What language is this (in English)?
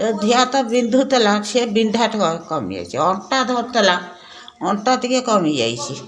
Odia